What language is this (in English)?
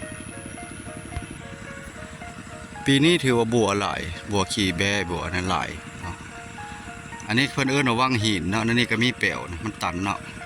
Lao